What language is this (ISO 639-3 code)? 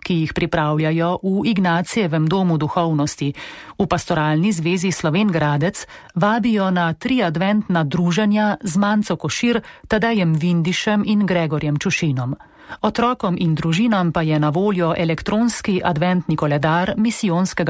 slv